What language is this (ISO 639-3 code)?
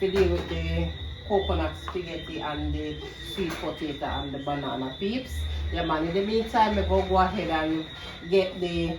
jam